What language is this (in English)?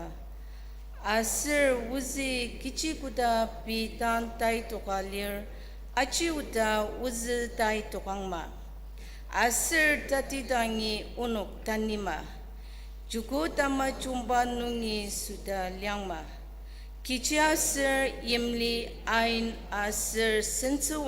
Ao Naga